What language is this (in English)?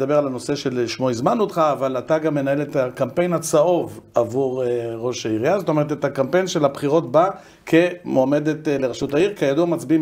Hebrew